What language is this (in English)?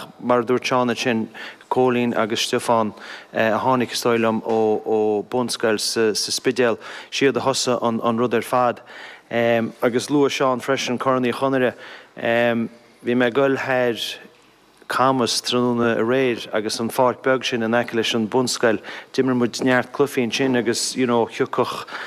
Irish